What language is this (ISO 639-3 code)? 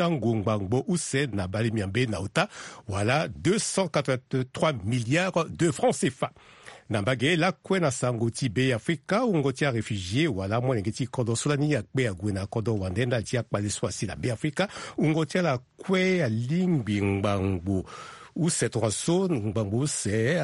sag